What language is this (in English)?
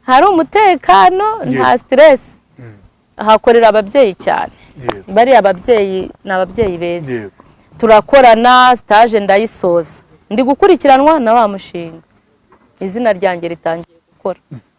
Kinyarwanda